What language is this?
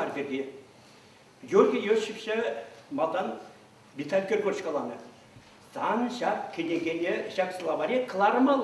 Chuvash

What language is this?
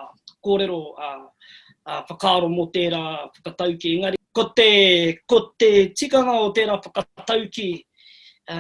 Māori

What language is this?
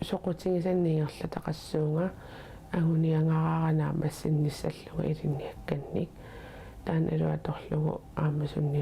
Kalaallisut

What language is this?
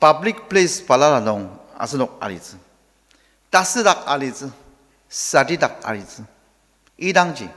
Ao Naga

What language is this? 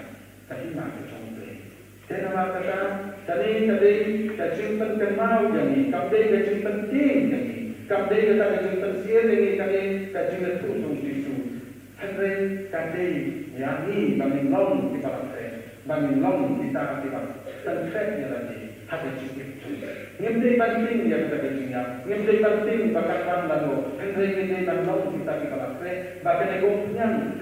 Khasi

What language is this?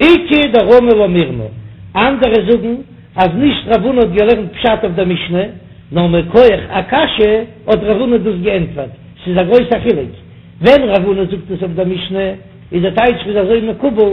Yiddish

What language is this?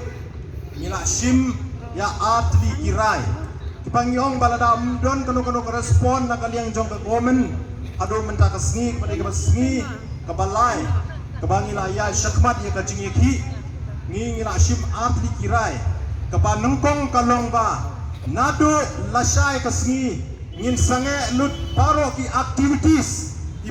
Khasi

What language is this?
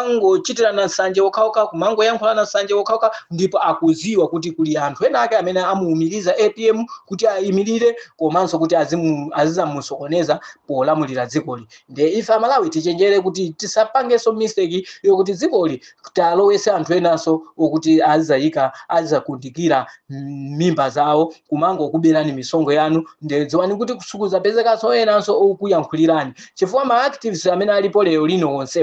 Nyanja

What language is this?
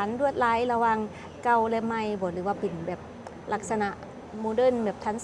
Lao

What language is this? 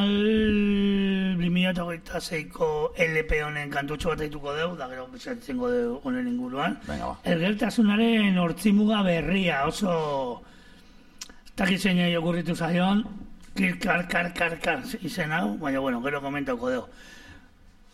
Basque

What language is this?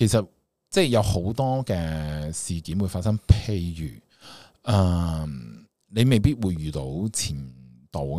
Cantonese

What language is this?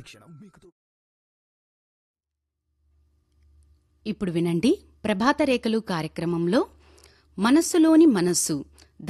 Telugu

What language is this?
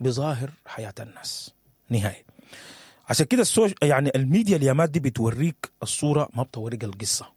Sudanese Arabic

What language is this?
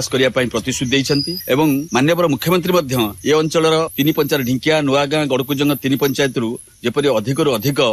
Odia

